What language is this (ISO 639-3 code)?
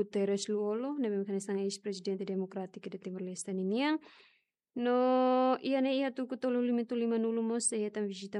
tet